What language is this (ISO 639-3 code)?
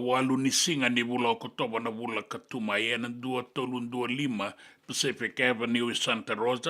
fij